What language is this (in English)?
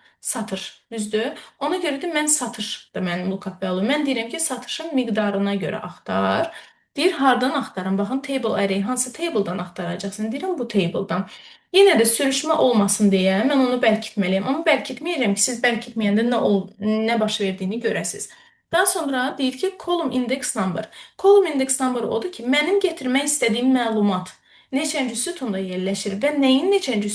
Azerbaijani